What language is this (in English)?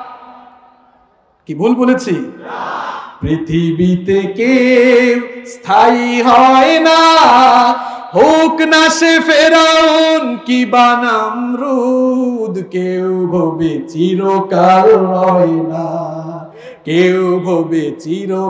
Bangla